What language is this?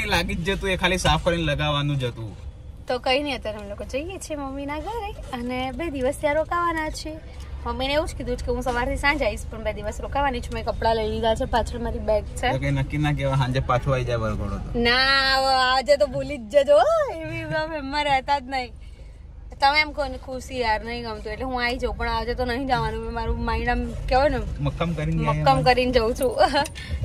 Gujarati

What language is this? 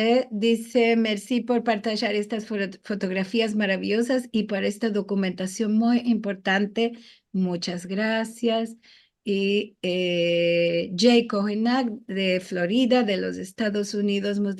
Ladino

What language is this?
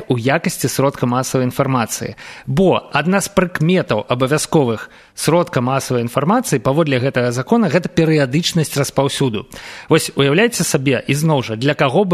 Belarusian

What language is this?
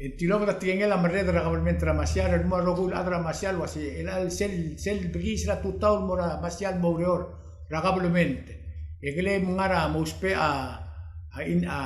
Palauan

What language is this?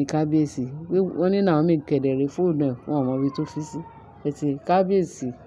Yoruba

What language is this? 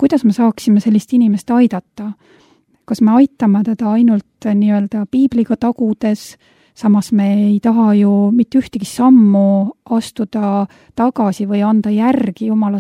Estonian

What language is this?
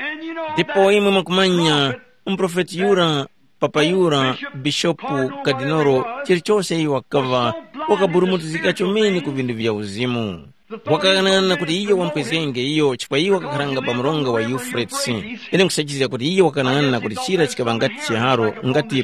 Tumbuka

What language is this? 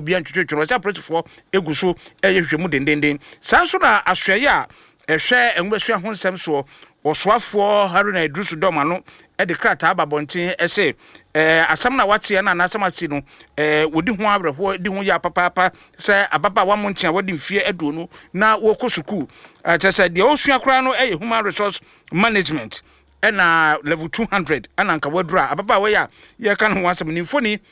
Akan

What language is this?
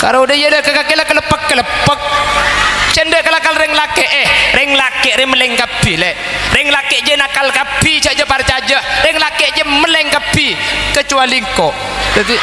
Madurese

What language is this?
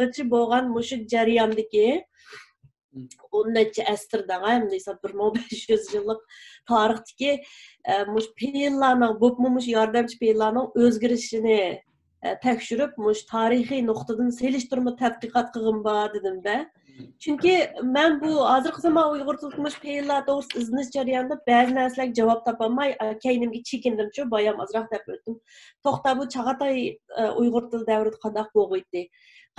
Uyghur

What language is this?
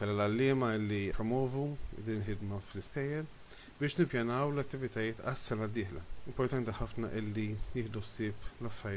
Maltese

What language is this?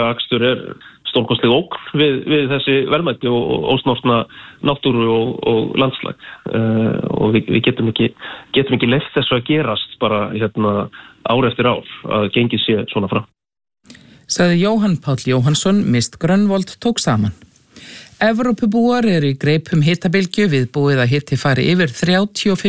Icelandic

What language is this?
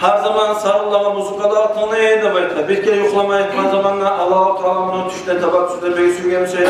Kumyk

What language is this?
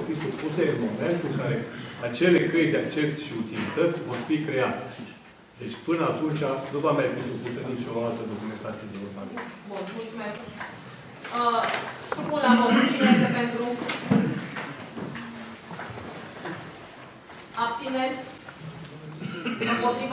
Romanian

